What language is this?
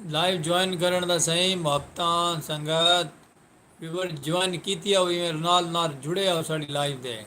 Saraiki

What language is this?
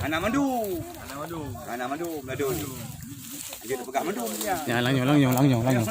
Achinese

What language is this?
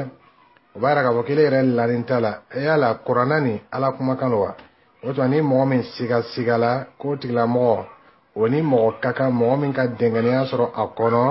Bambara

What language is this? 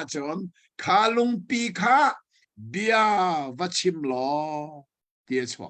Hakha Chin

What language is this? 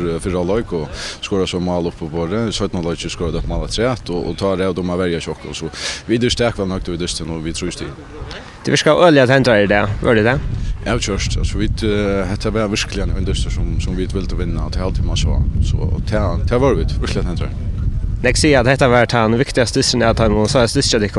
Faroese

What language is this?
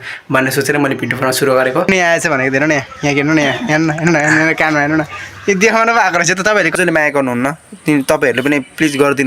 Nepali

